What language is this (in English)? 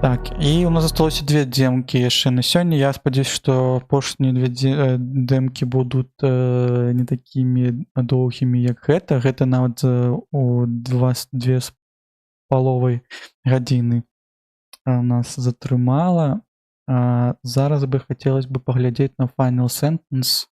Belarusian